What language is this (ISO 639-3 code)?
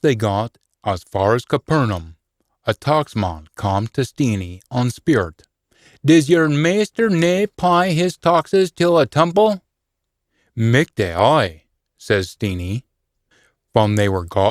sco